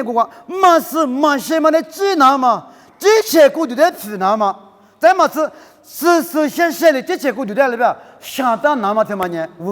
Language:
Lisu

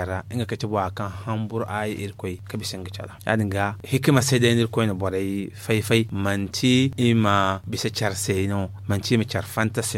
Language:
Zarma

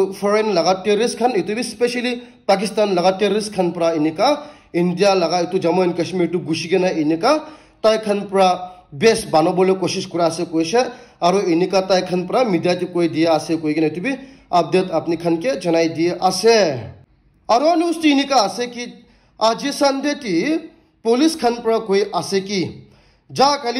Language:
Naga Pidgin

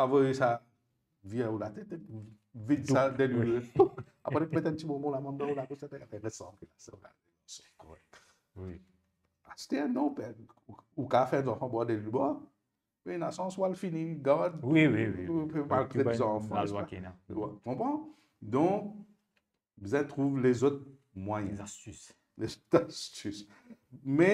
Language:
Morisyen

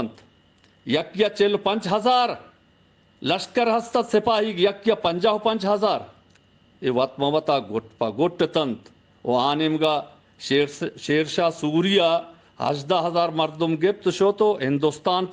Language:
Baluchi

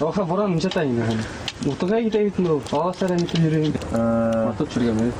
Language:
Bashkir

